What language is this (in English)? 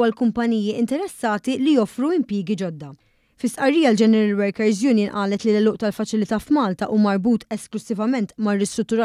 Maltese